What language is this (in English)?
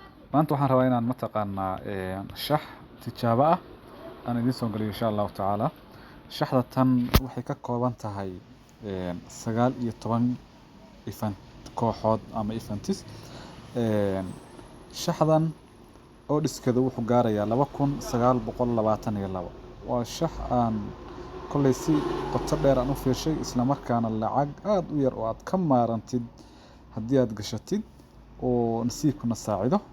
Somali